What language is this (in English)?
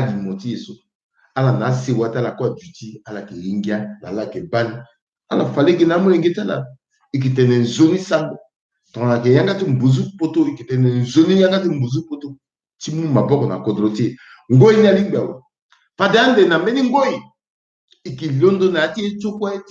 Sango